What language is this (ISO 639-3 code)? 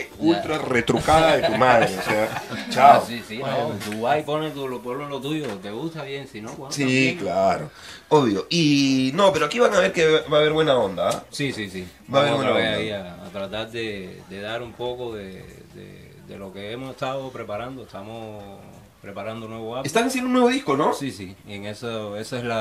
spa